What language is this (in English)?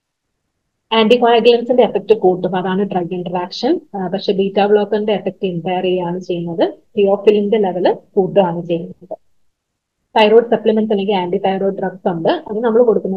Malayalam